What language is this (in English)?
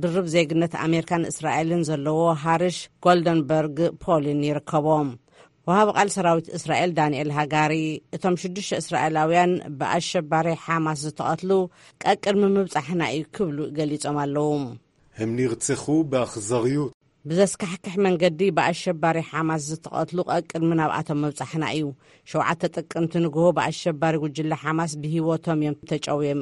Tigrinya